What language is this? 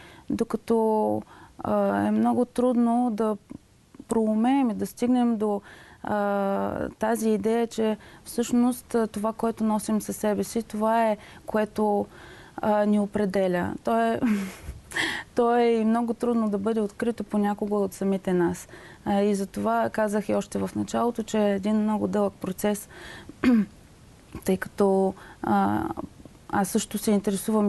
Bulgarian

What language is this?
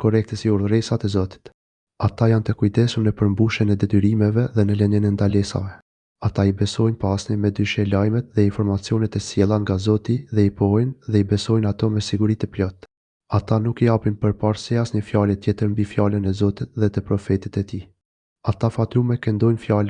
Albanian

